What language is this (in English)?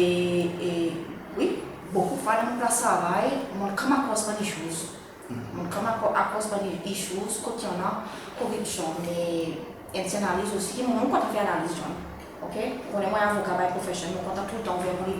Seselwa Creole French